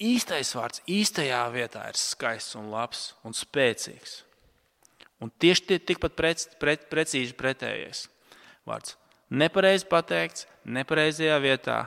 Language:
Latvian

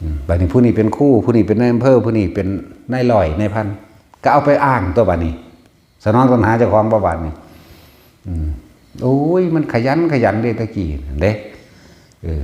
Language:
Northeastern Thai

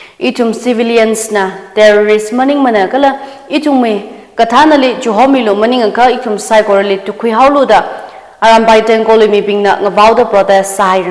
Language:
Tangkhul Naga (India)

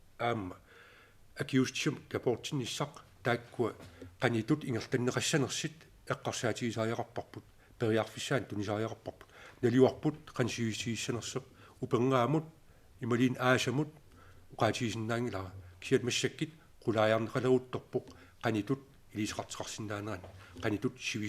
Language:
Kalaallisut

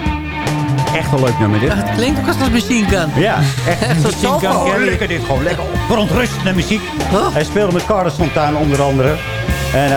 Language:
Dutch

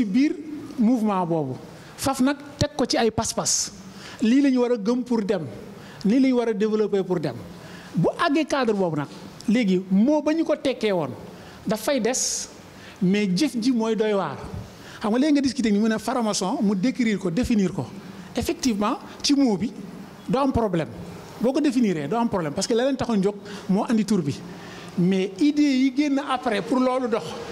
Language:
Wolof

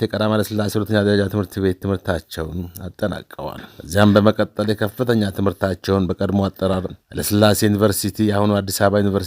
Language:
Amharic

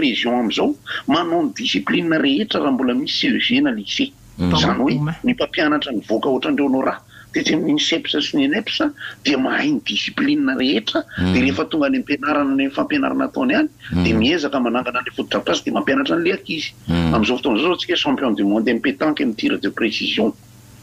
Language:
Malagasy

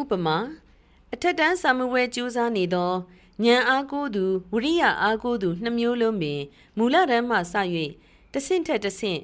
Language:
Burmese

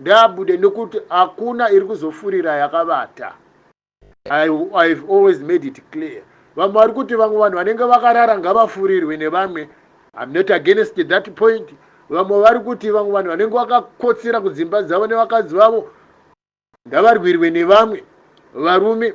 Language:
Shona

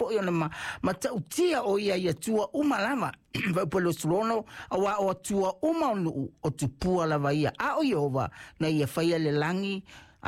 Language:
Samoan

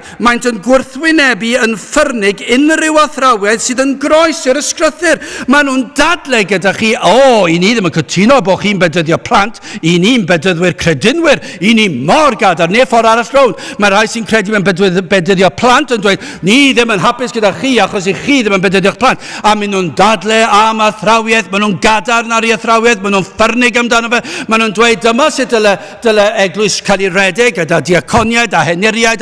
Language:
Welsh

